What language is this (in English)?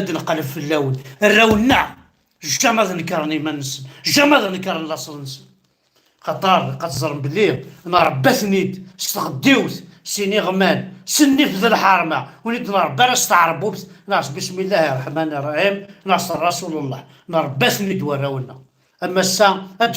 Kabyle